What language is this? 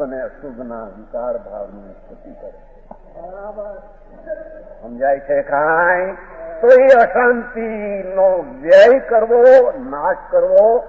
Gujarati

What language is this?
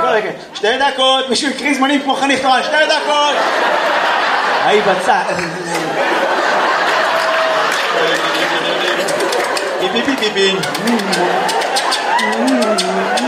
Hebrew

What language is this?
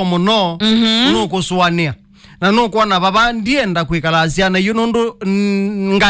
Kamba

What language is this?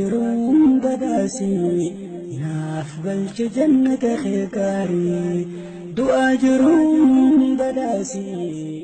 Oromo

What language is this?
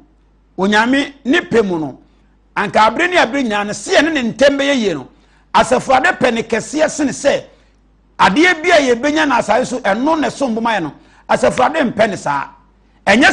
Akan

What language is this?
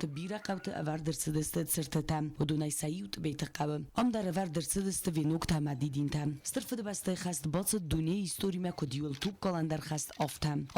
Ossetic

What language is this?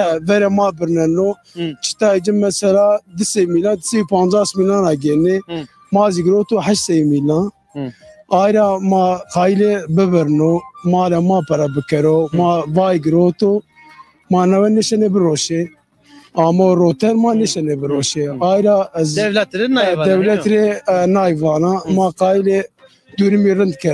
Zaza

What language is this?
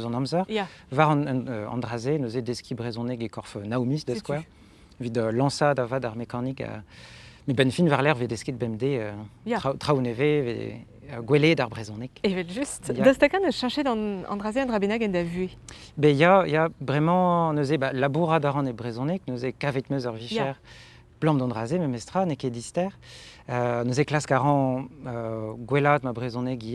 Breton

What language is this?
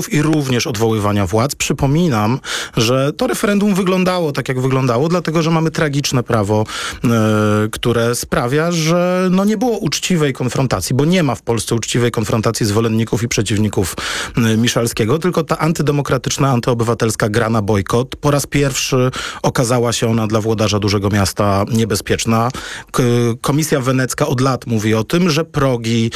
Polish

